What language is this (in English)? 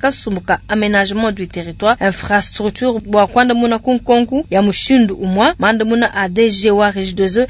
Luba-Lulua